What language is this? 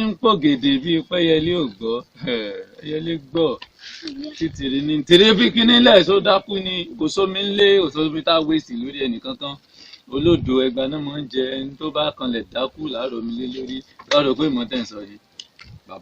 Yoruba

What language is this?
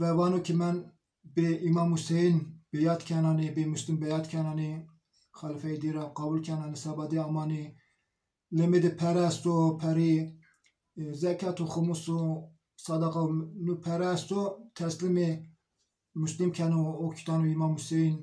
Zaza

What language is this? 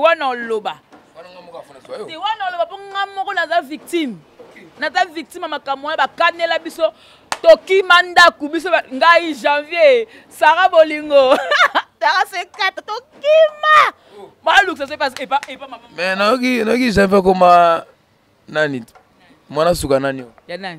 Lingala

